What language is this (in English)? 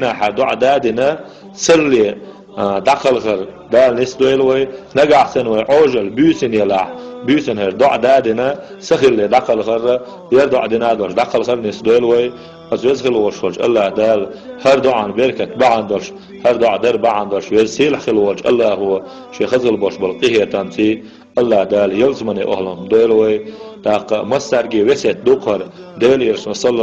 Chechen